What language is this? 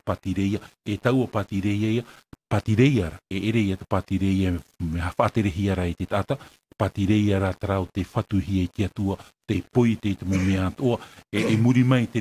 Tahitian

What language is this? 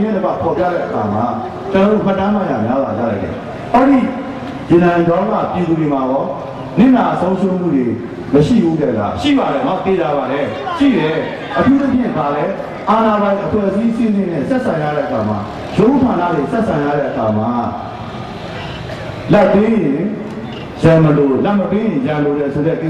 Burmese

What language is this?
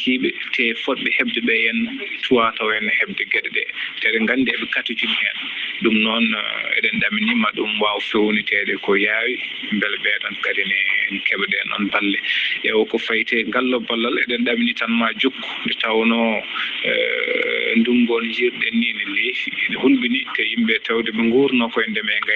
Fula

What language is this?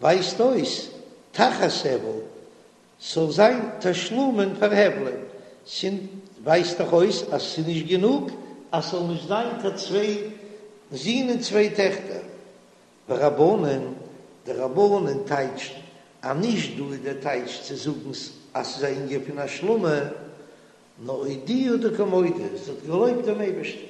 Yiddish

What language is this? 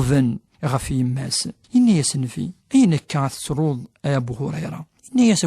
Kabyle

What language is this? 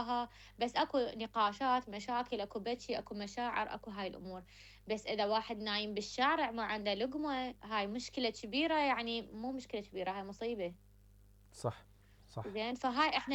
Mesopotamian Arabic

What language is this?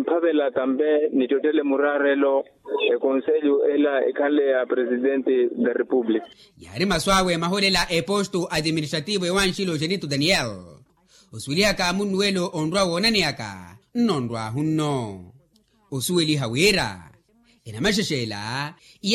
Makhuwa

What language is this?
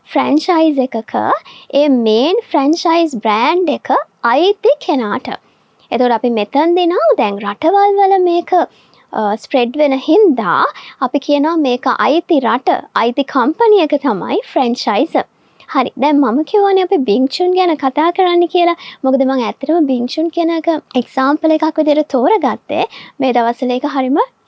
Sinhala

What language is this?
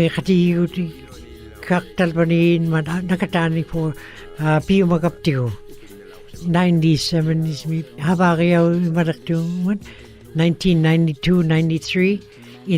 Western Canadian Inuktitut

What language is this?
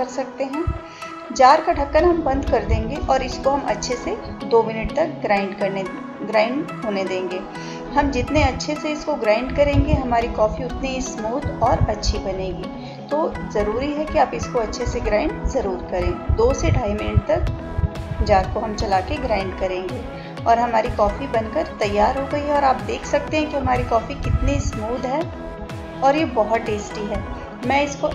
Hindi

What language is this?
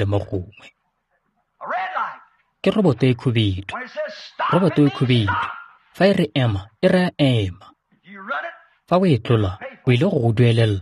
Tswana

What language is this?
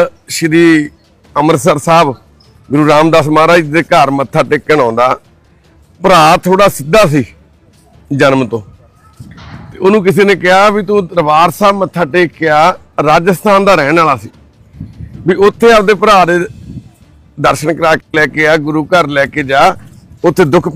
Punjabi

